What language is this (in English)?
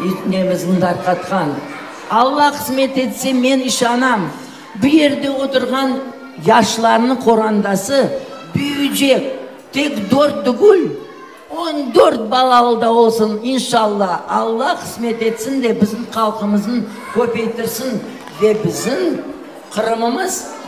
Crimean Tatar